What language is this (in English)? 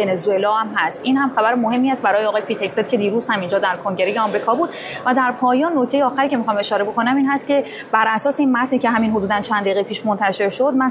Persian